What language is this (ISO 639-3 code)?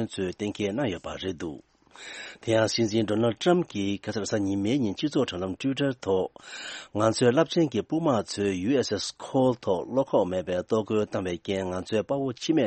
bod